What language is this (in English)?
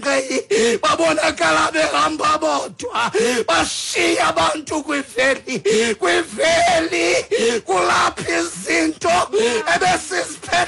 Xhosa